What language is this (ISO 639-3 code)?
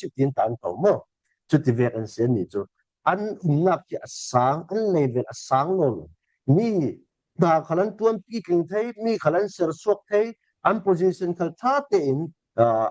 cfm